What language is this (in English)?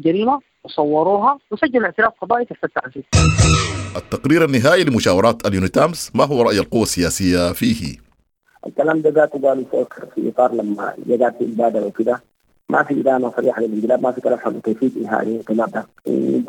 Sudanese Arabic